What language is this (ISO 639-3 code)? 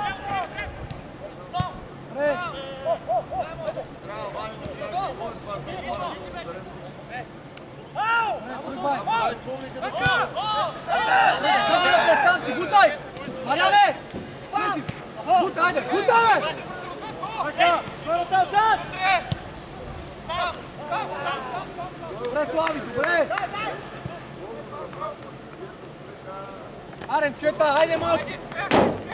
bul